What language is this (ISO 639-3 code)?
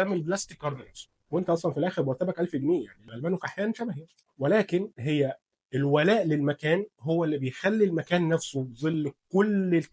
arz